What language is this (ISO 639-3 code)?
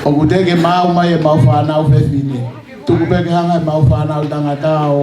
ton